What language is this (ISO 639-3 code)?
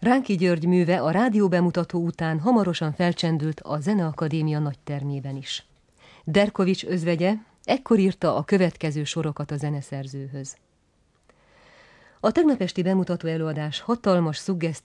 hun